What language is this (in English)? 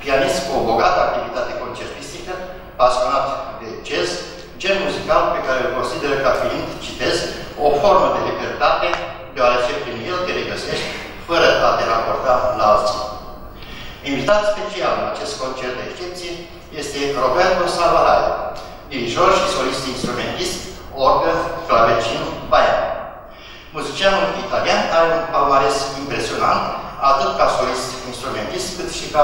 Romanian